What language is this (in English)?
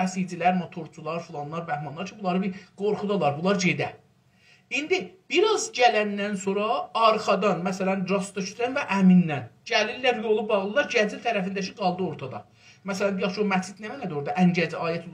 South Azerbaijani